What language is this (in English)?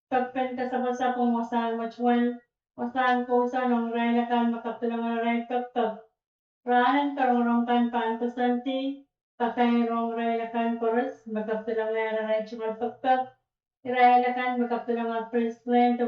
Pohnpeian